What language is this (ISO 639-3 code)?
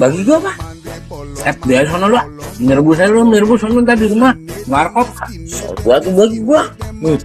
bew